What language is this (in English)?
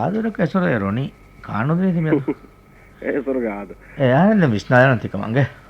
Divehi